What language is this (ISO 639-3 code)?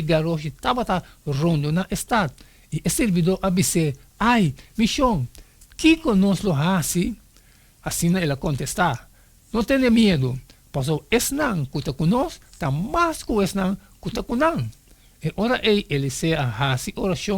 pap